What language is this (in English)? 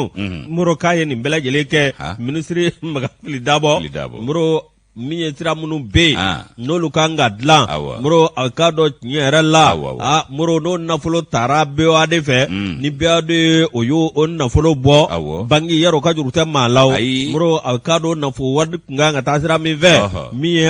Bambara